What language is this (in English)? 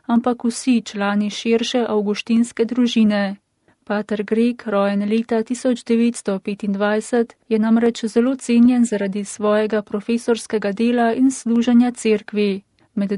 Slovenian